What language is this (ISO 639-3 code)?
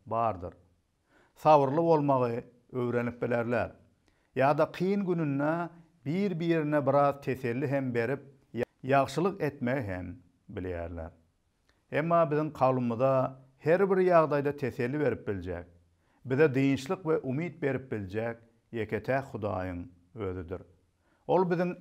tuk